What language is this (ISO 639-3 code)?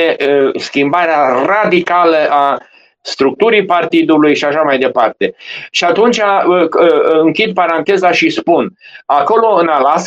ron